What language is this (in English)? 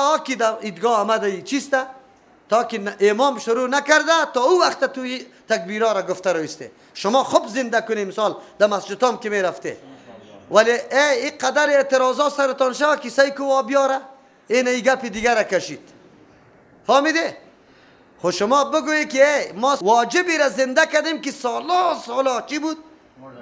Persian